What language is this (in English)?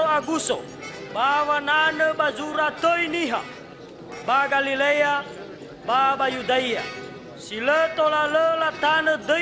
Nias